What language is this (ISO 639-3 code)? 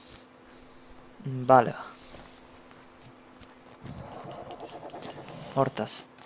eus